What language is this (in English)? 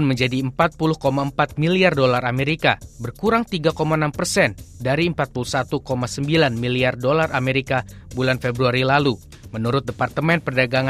Indonesian